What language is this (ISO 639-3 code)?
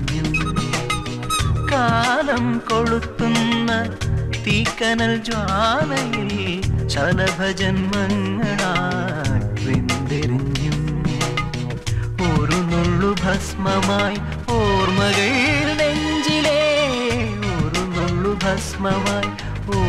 mal